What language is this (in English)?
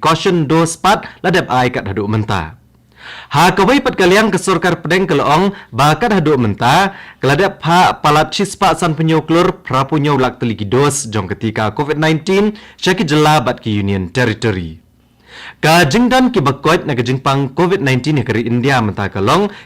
Khasi